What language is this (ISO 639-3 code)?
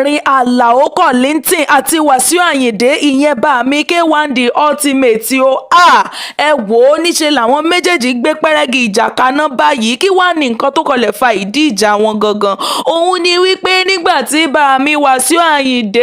yor